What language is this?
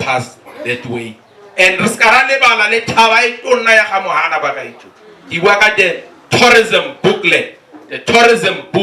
Tswana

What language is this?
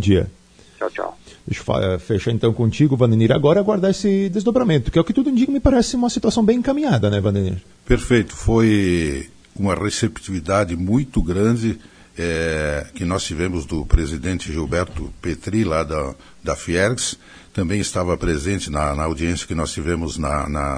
Portuguese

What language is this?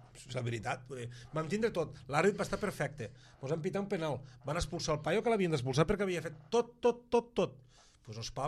Catalan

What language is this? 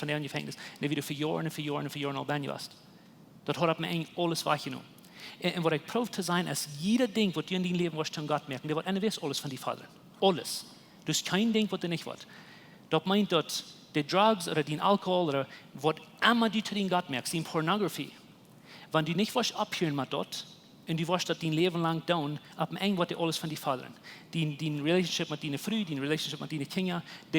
Plautdietsch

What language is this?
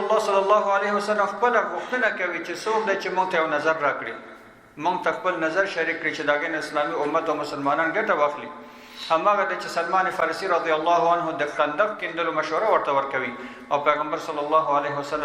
Pashto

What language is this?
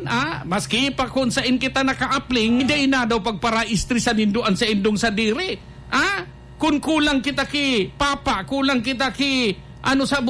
Bikol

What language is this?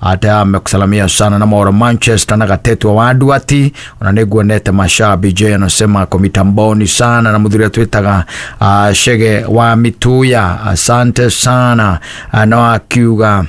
Kikuyu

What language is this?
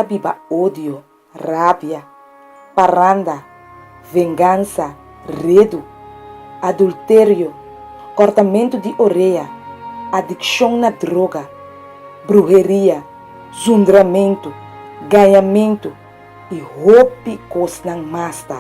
Papiamento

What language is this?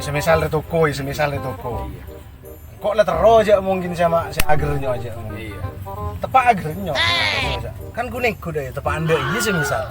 Madurese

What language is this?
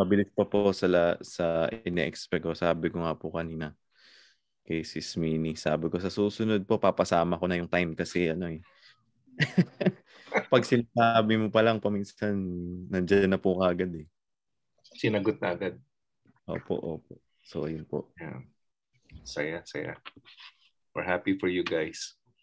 Filipino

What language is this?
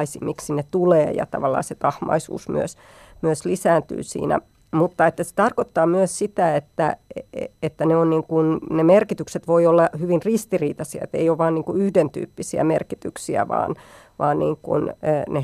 Finnish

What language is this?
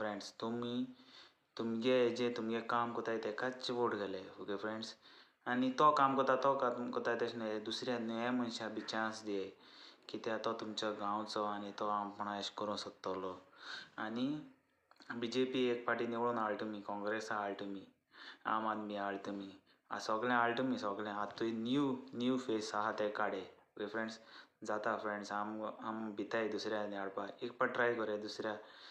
Konkani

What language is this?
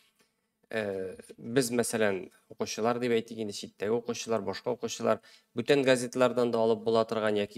Tatar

